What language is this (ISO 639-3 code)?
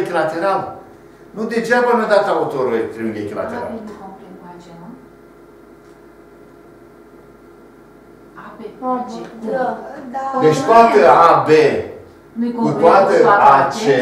ron